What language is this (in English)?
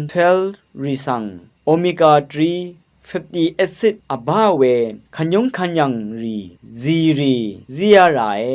Rawang